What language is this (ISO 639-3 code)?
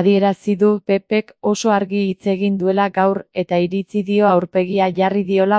eus